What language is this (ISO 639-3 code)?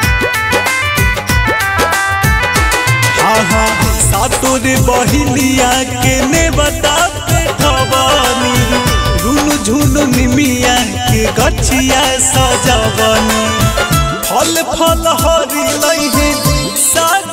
bho